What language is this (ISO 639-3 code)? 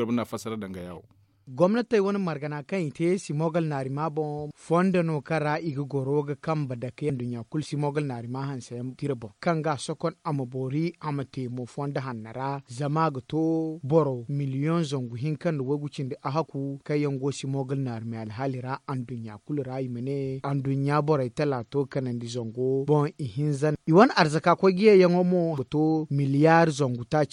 dje